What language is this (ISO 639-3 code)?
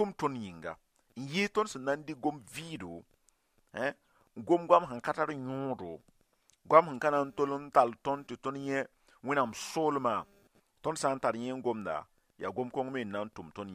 mos